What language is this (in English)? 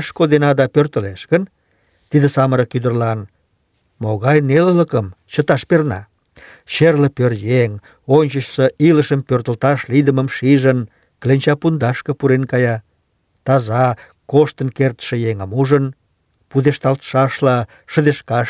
Mari